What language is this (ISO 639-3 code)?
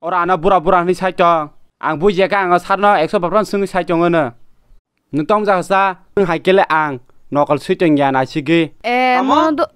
trp